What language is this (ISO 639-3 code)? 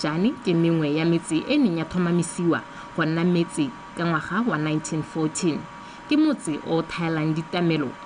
tsn